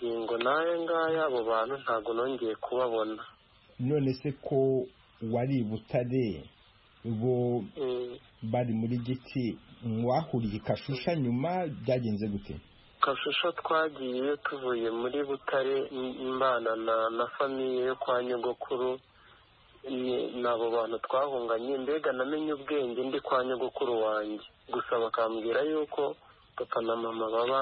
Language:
Kinyarwanda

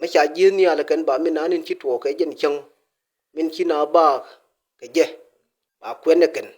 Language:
Nuer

